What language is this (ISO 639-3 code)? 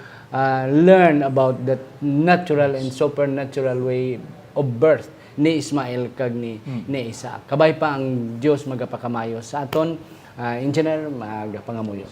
hil